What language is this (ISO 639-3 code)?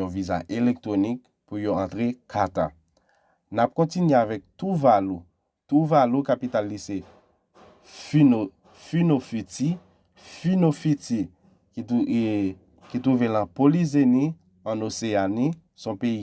hat